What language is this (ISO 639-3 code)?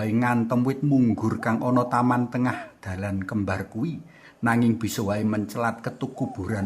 jav